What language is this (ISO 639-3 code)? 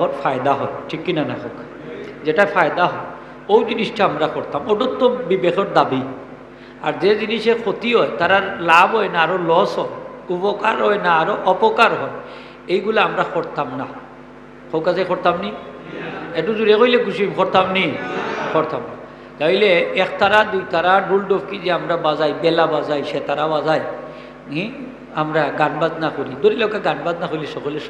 syl